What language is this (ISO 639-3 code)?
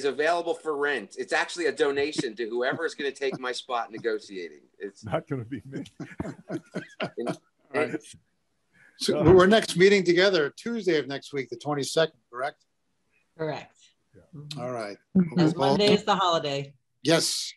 eng